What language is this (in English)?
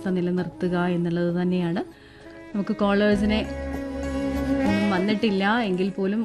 Malayalam